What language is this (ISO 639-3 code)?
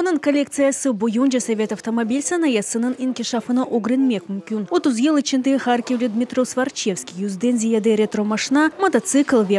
crh